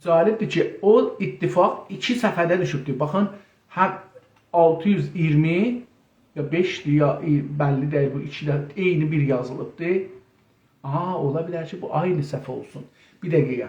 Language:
South Azerbaijani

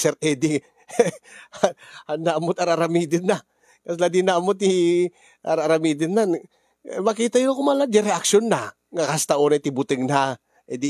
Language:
Iloko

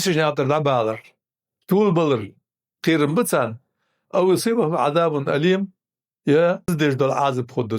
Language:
Ingush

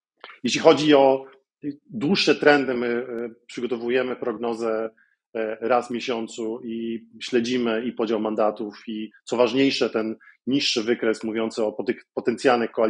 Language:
Polish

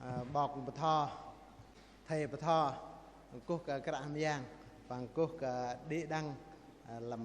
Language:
Bahnar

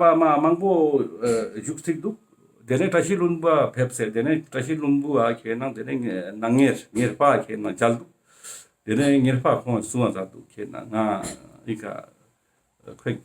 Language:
Ladakhi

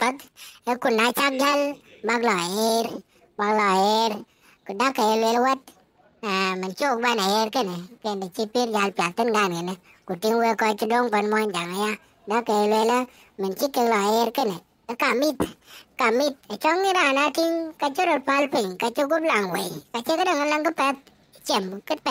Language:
Dinka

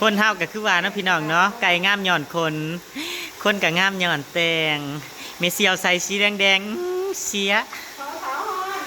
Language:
Northeastern Thai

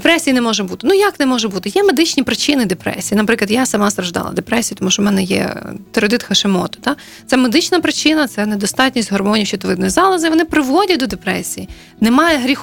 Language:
Ukrainian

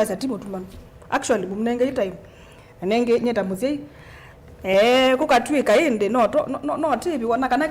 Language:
Kamba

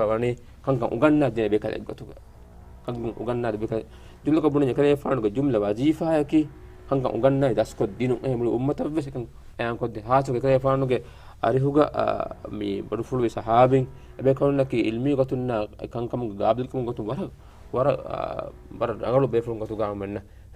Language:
Divehi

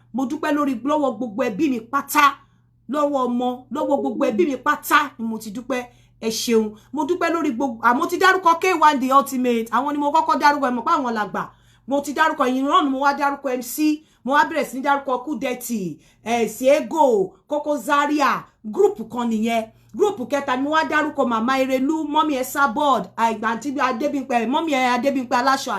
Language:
Yoruba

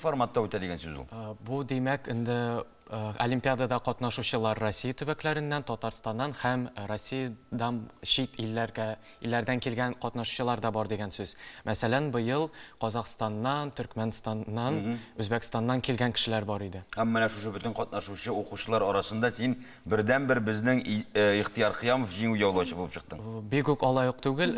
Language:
Tatar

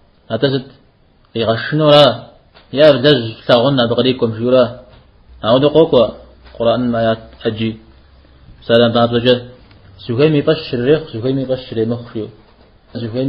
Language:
Kabardian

